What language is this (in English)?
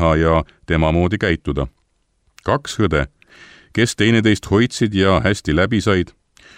Estonian